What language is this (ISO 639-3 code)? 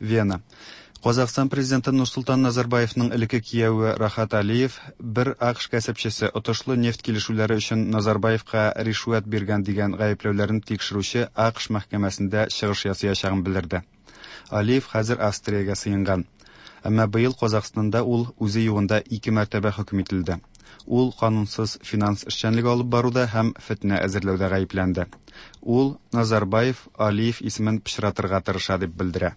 tat